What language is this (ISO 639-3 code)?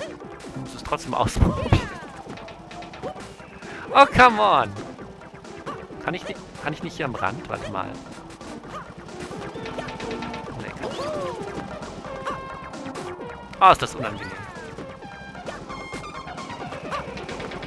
deu